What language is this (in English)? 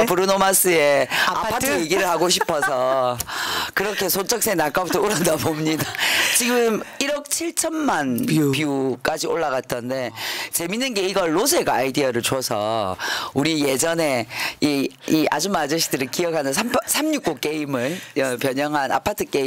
Korean